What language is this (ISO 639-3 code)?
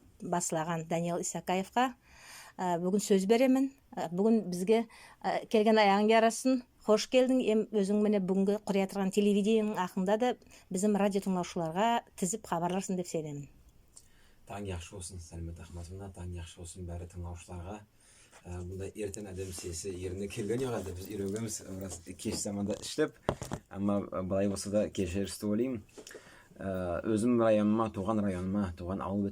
nog